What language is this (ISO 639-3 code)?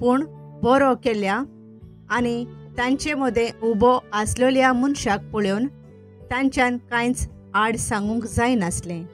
kok